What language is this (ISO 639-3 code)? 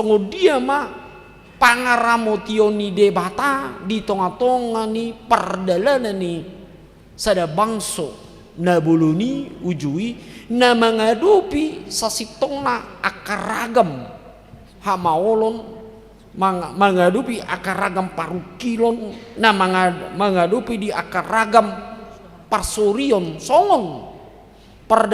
bbc